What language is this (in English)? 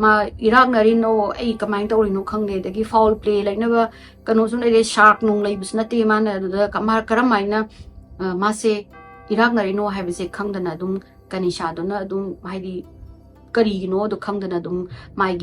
Manipuri